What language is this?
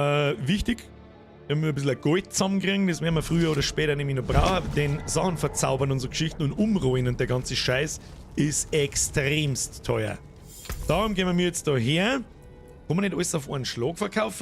Bavarian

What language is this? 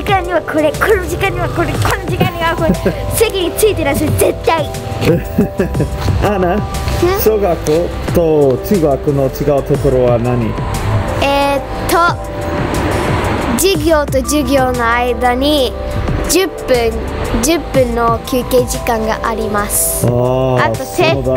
Japanese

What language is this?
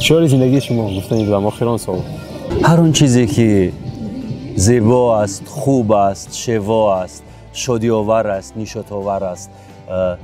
Tajik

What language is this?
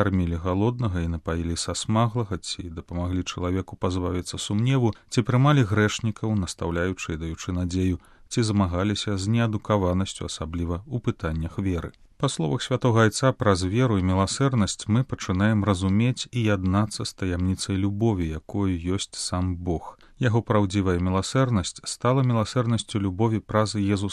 Belarusian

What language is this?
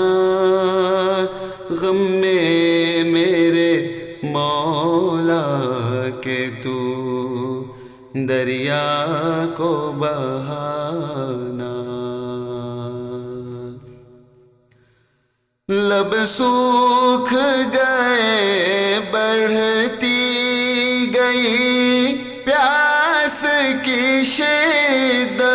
Urdu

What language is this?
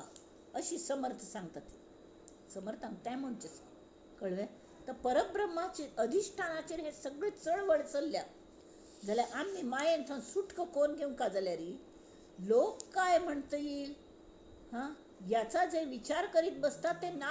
Konkani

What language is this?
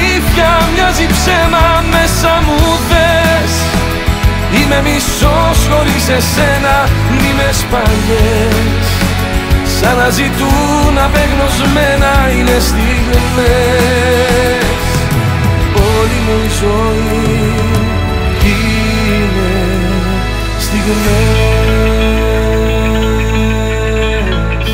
Greek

